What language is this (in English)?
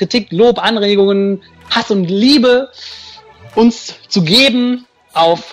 German